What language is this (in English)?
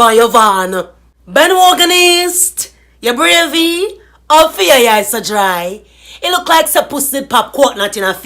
Jamaican Creole English